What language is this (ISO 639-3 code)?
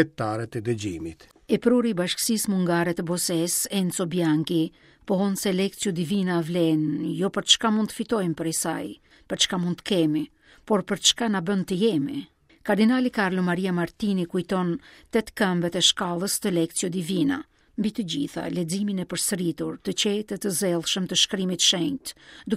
sqi